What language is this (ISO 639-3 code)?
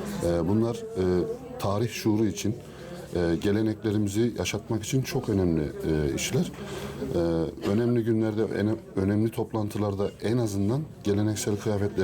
gag